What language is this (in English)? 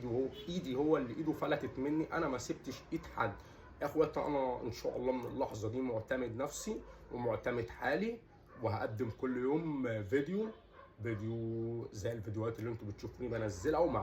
Egyptian Arabic